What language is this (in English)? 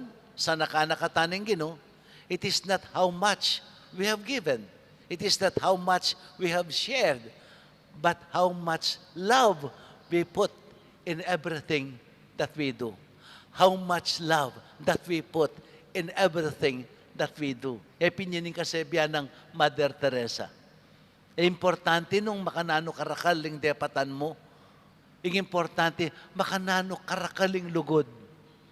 Pampanga